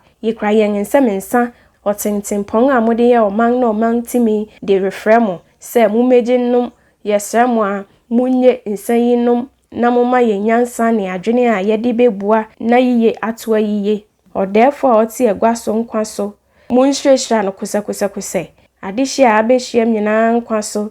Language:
Akan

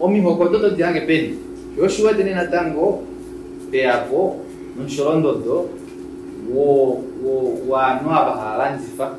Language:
Kuanyama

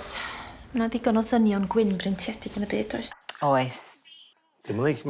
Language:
Welsh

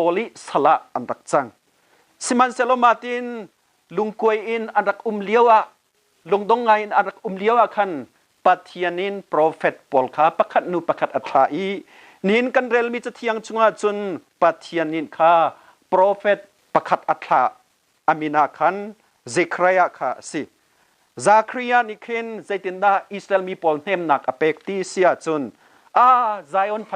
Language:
Hakha Chin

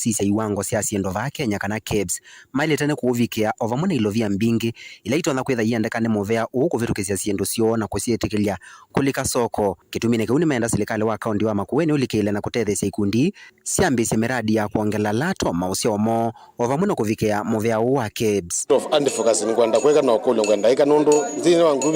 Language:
Kamba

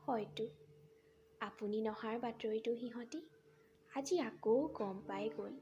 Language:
Assamese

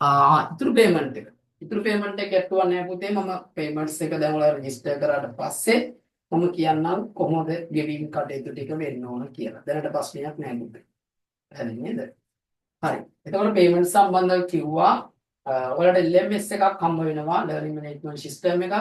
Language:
Sinhala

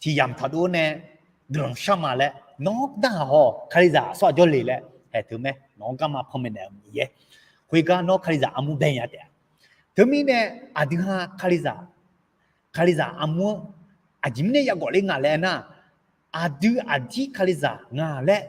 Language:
Akha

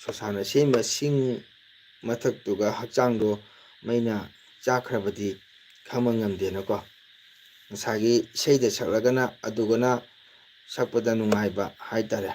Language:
Manipuri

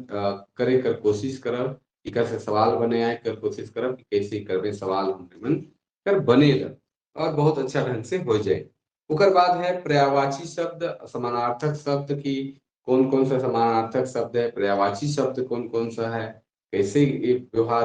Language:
Sadri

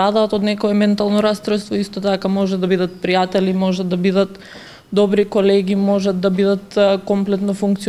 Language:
Macedonian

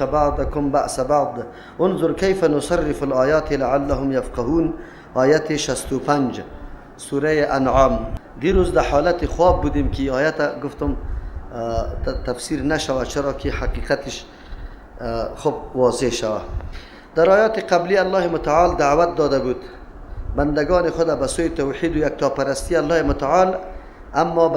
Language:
Persian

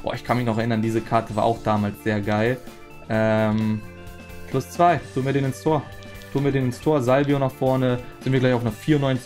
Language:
German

